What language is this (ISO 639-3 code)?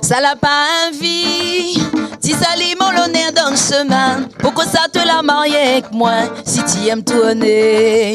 rcf